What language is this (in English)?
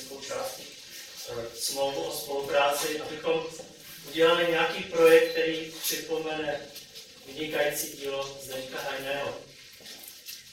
Czech